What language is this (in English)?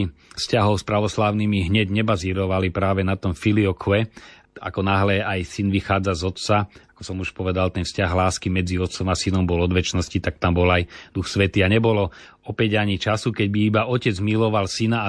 Slovak